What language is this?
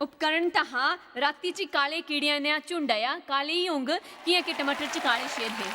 Dogri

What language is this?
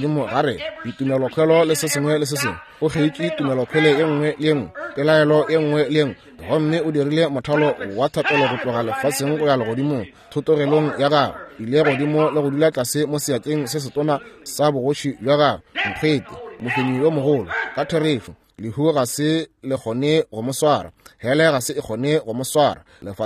Northern Sotho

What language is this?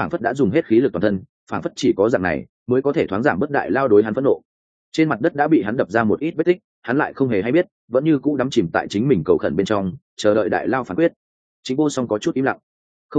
Vietnamese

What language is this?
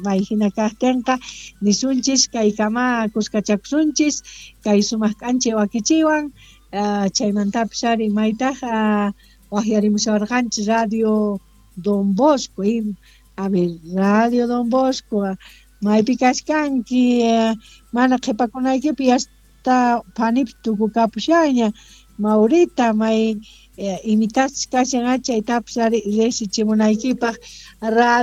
South Bolivian Quechua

